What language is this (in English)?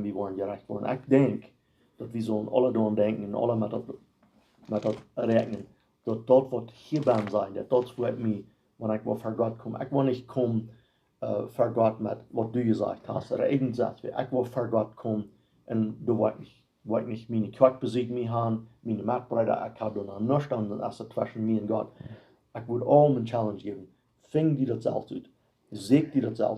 Plautdietsch